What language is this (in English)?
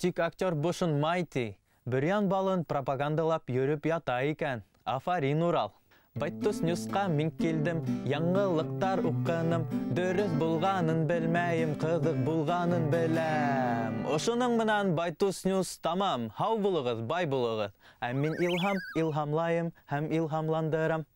Bashkir